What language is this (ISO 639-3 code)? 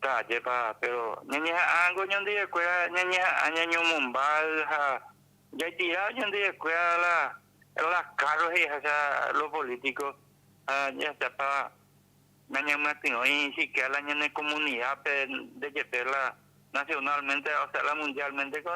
grn